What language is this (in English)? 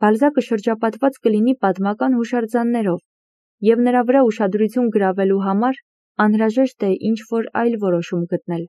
Armenian